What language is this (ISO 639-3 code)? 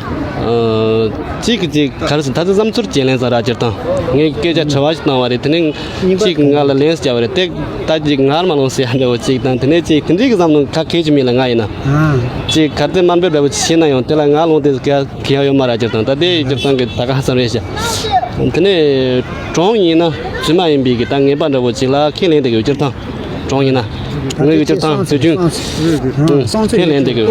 bod